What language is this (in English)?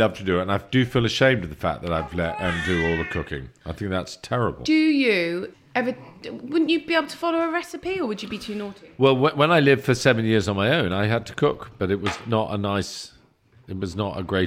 English